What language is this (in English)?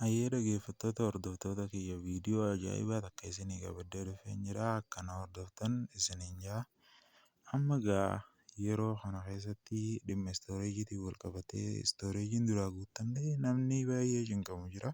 Oromo